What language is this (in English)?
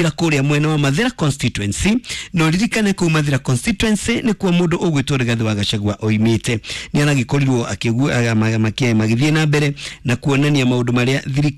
Kikuyu